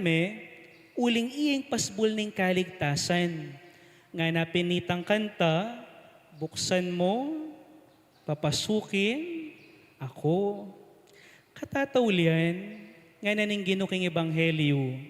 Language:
Pampanga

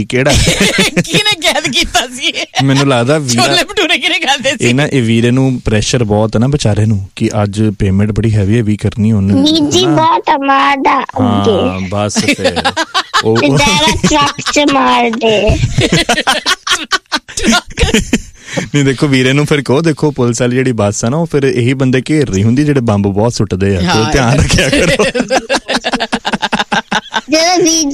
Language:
Punjabi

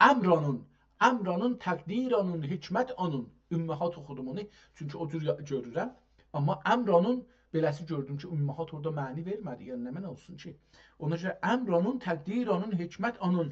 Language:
South Azerbaijani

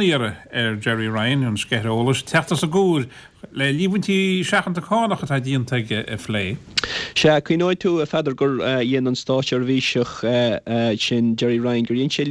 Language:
Irish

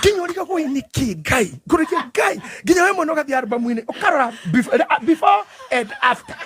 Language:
Kikuyu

